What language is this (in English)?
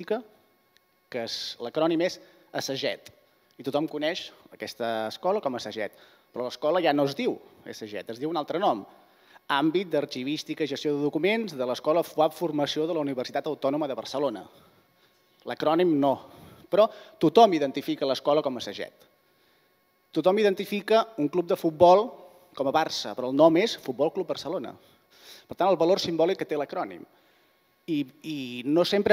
Catalan